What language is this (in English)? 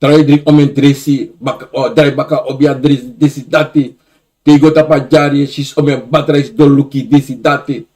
Sranan Tongo